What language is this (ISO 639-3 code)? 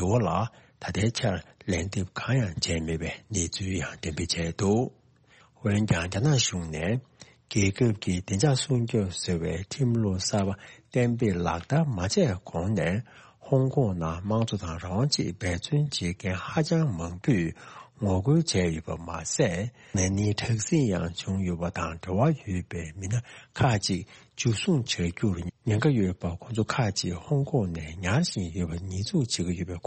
bod